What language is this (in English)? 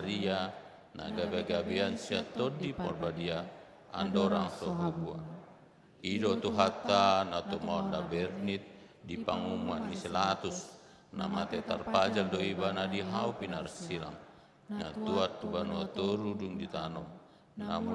Batak Toba